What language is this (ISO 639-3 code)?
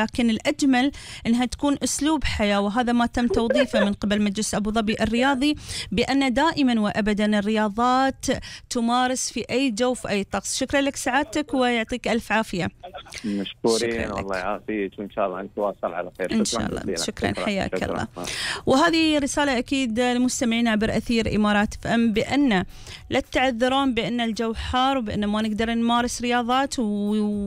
afb